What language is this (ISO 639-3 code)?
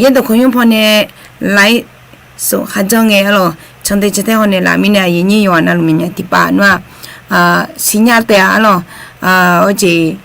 ahk